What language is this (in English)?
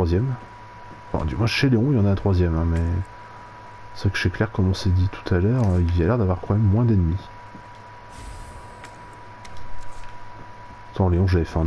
French